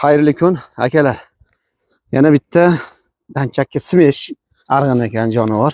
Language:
Uzbek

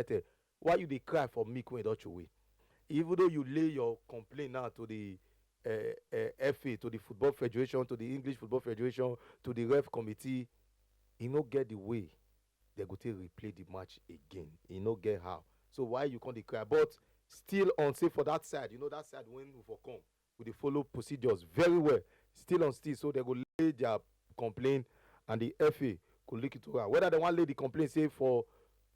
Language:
Nigerian Pidgin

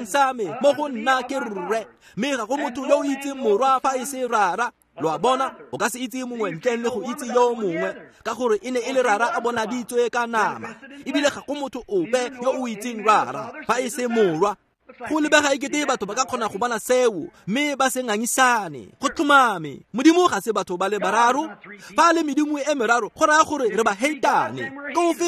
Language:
Tswana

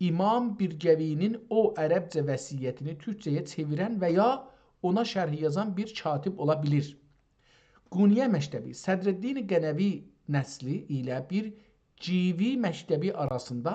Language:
South Azerbaijani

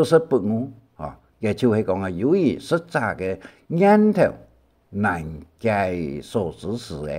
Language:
Hakka Chinese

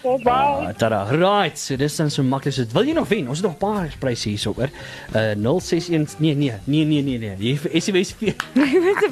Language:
Afrikaans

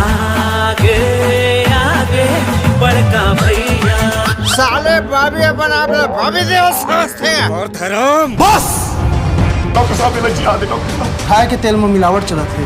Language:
Chhattisgarhi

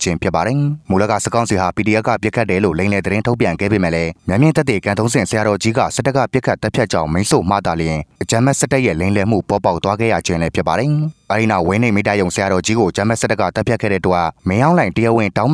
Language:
Burmese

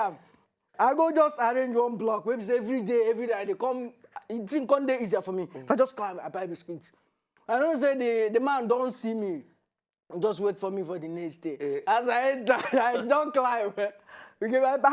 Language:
Nigerian Pidgin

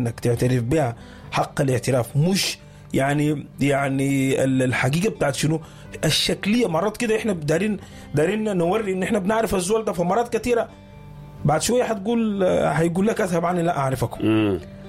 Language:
Sudanese Arabic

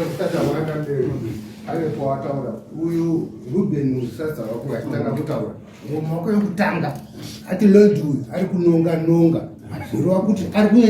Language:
Shona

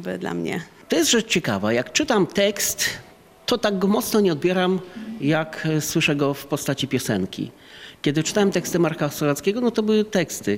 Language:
Polish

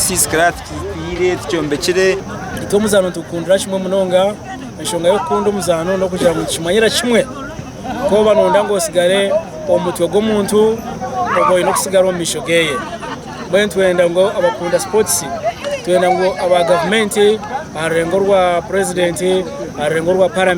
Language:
Nyankole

